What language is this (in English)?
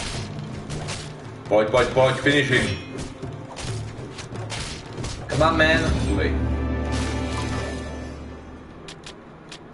Czech